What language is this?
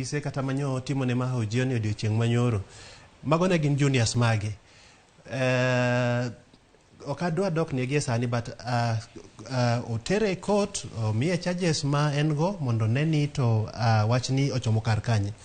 Luo (Kenya and Tanzania)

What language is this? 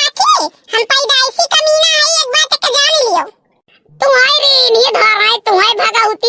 Awadhi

